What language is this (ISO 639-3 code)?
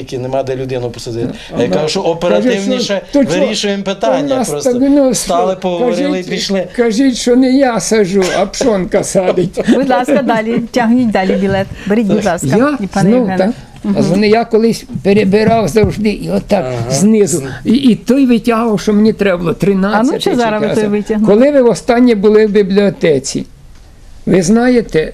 ukr